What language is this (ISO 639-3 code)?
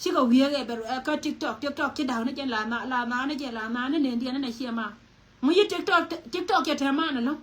nus